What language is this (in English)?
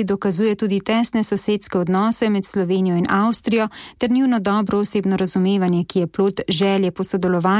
Slovenian